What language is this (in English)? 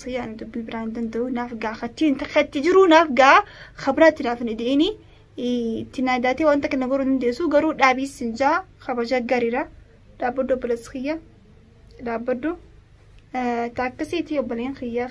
Oromo